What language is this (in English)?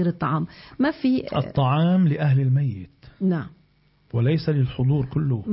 Arabic